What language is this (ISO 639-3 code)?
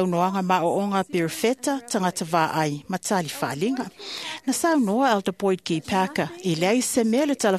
smo